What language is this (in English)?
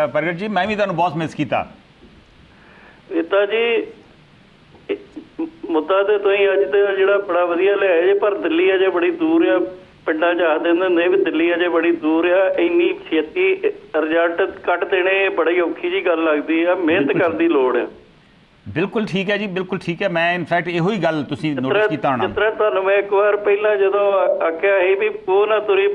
Punjabi